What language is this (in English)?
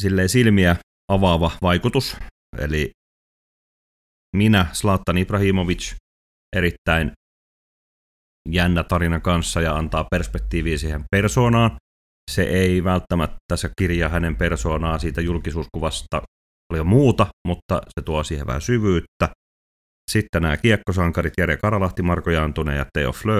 Finnish